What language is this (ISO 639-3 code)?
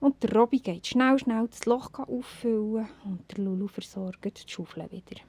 gsw